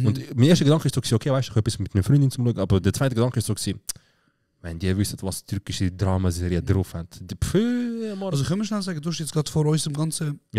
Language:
Swiss German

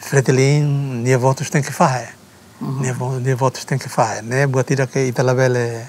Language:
Tetum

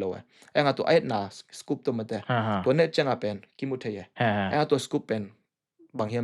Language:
Tedim Chin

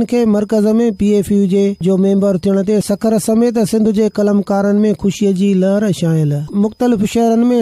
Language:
Sindhi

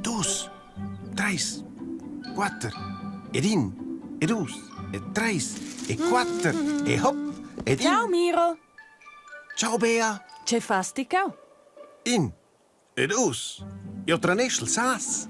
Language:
Romansh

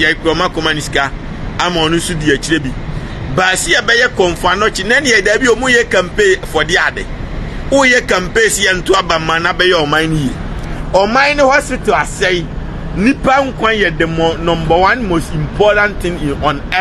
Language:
Akan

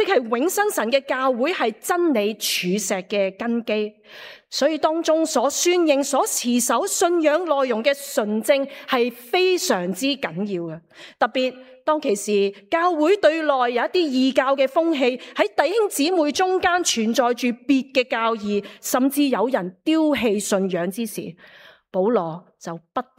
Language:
Cantonese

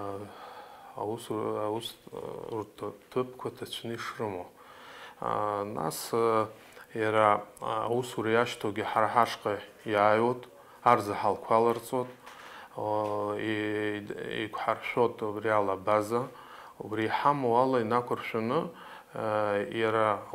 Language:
Abkhazian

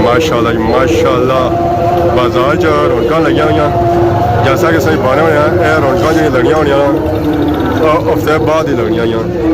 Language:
Pahari-Potwari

